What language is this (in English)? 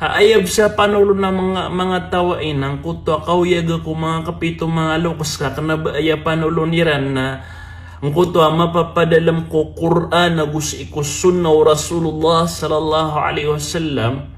Maranao